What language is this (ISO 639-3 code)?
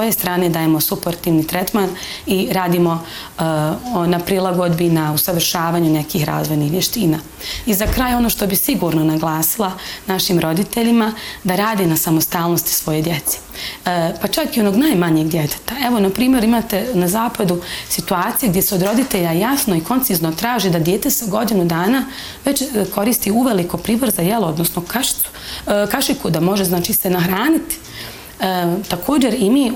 bos